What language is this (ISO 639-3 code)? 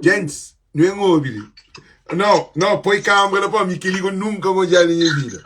kea